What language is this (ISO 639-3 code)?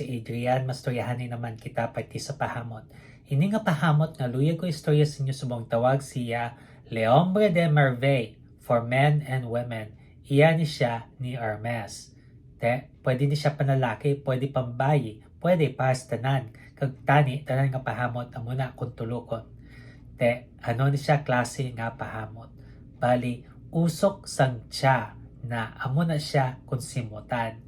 hil